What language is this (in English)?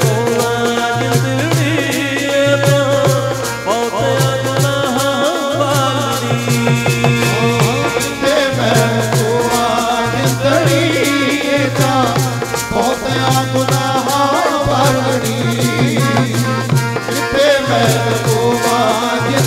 Punjabi